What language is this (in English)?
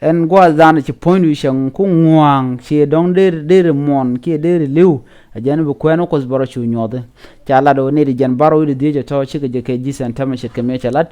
Nuer